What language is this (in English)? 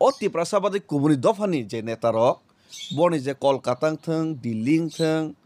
Kok Borok